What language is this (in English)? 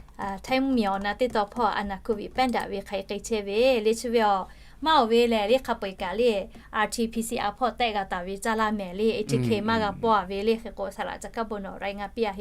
Lahu